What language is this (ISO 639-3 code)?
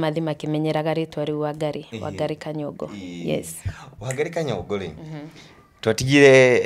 kik